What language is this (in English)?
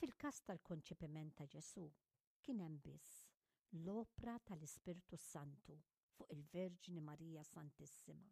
Maltese